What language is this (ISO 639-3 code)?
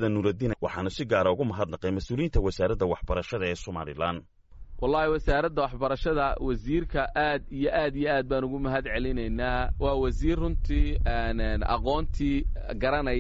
som